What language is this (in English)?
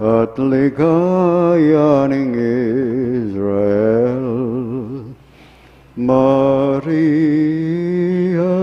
Pampanga